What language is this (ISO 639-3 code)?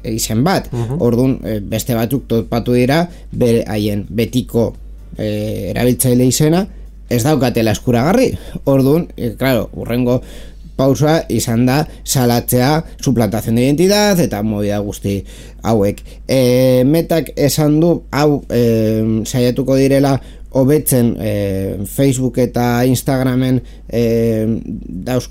eus